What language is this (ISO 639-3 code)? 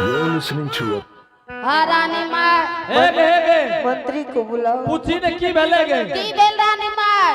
anp